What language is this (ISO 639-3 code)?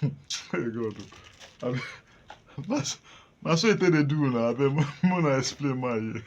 pcm